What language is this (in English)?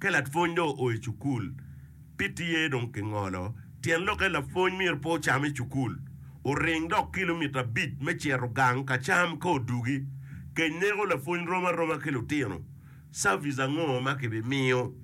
Acoli